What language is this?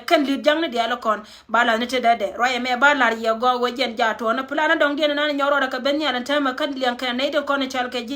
Nuer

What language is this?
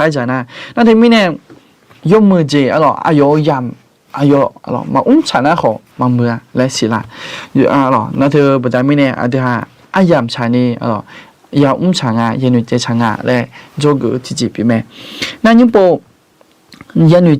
Akha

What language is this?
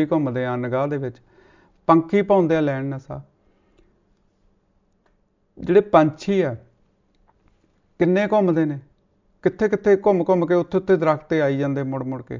Punjabi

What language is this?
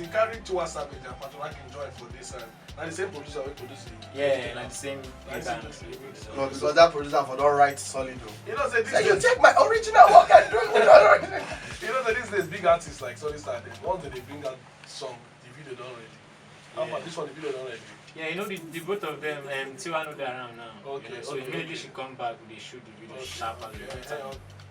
Nigerian Pidgin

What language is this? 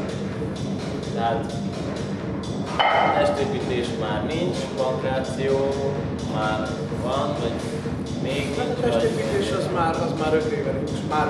Hungarian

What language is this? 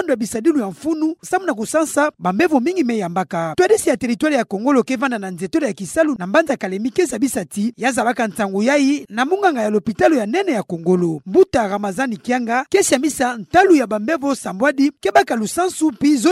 Kituba (Democratic Republic of Congo)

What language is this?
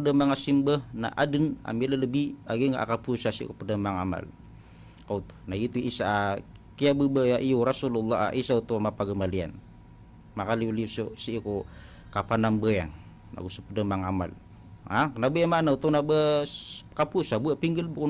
Maranao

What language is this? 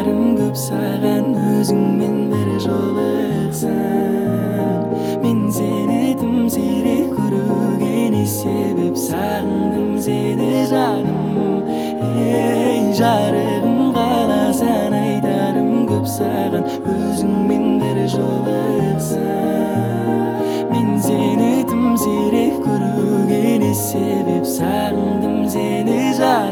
Kazakh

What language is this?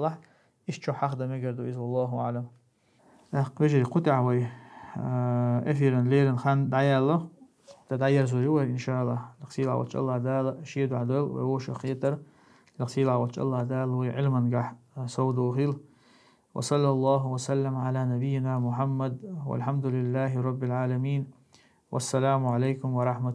Chechen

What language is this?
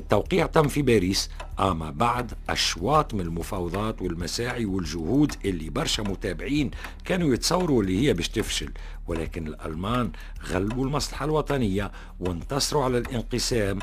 Tunisian Arabic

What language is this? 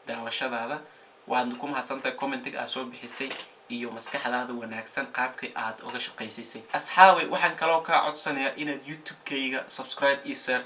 Somali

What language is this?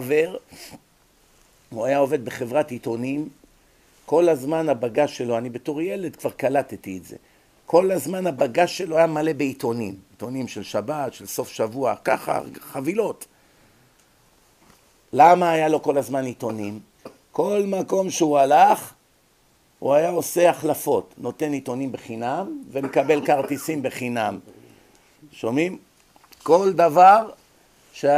Hebrew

